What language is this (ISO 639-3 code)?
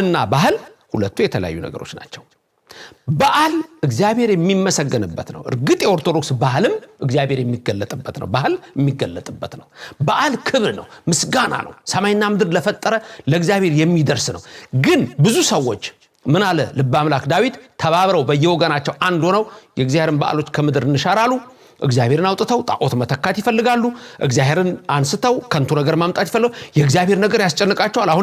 amh